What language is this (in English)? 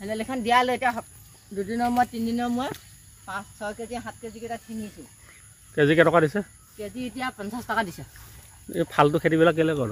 Assamese